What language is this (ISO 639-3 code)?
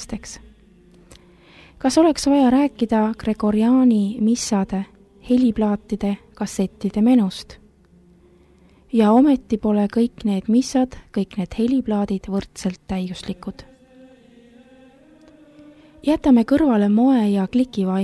est